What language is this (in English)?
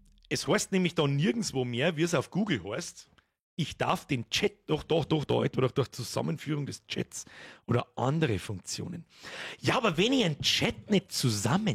Bavarian